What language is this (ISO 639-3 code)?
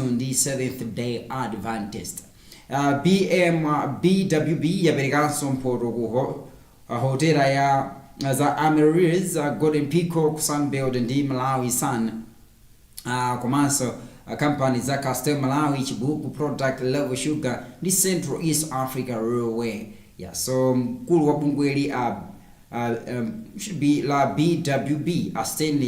nya